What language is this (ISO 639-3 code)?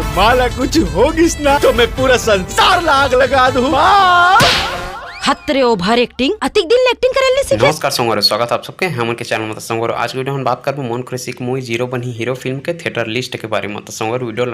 hne